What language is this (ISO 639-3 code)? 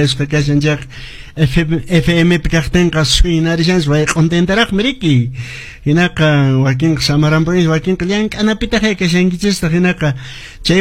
que